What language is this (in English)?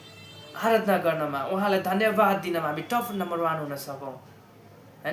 Nepali